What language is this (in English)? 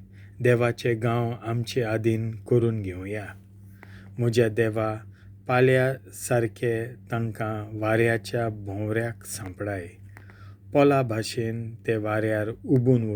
Konkani